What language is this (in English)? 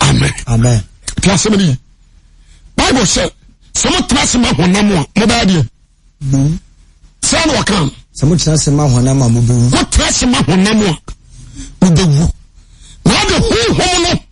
Akan